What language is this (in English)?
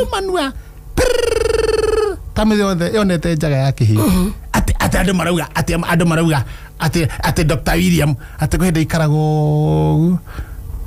Kikuyu